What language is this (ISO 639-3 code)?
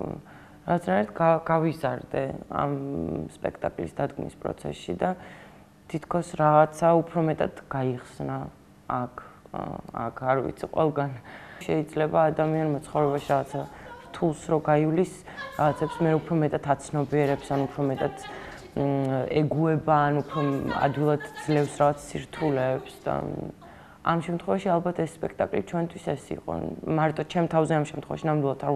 kat